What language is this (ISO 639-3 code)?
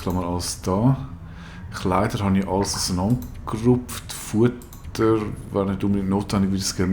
gsw